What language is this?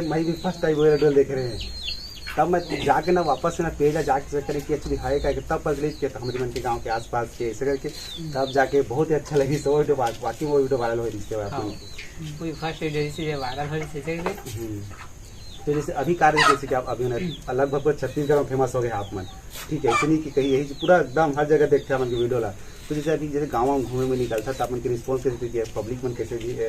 Chhattisgarhi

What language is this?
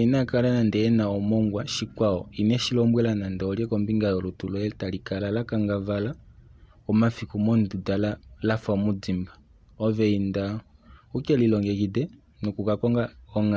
Kuanyama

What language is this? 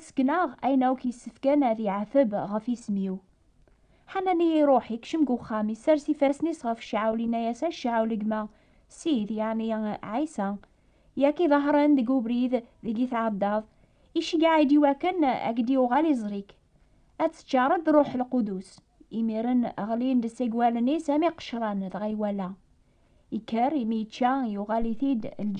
Kabyle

